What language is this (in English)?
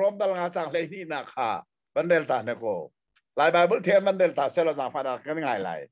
Hakha Chin